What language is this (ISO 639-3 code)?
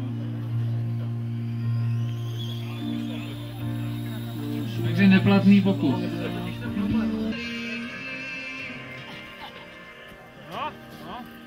ces